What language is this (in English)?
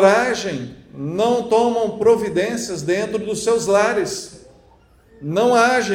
Portuguese